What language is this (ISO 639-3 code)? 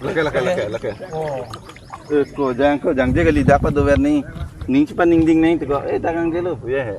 mjw